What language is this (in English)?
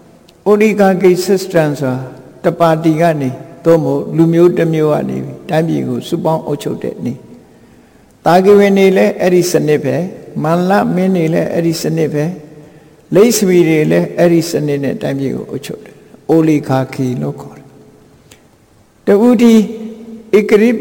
Burmese